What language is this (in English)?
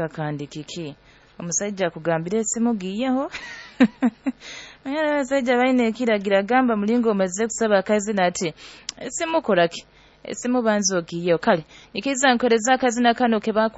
Nyoro